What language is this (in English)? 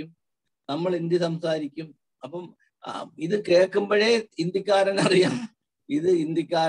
Malayalam